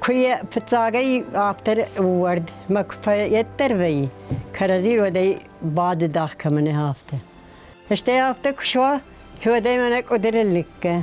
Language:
Ossetic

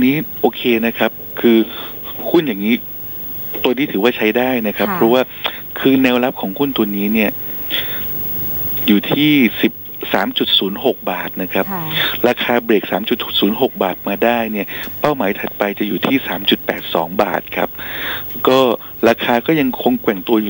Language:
Thai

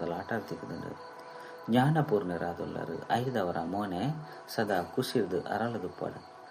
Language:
Tulu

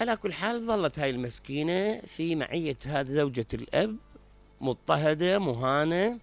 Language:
Mesopotamian Arabic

